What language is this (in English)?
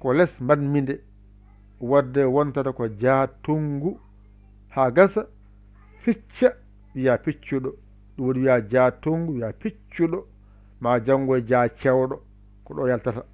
Fula